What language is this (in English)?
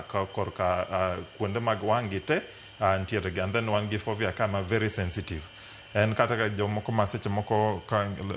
Luo (Kenya and Tanzania)